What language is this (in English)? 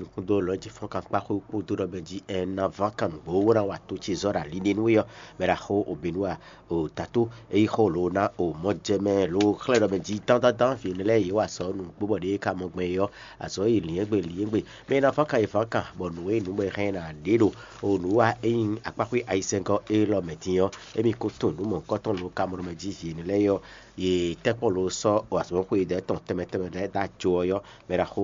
Fon